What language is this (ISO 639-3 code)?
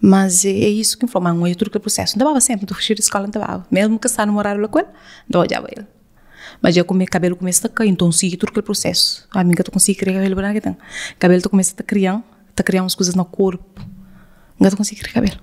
kea